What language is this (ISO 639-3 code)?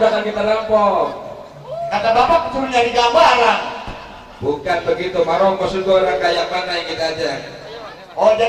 bew